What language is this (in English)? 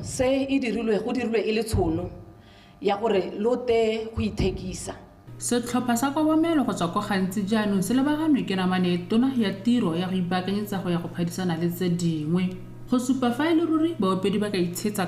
Tswana